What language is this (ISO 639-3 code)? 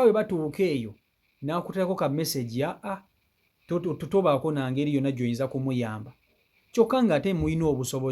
lug